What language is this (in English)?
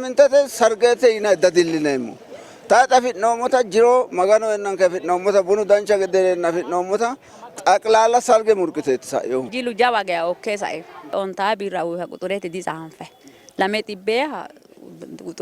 Sidamo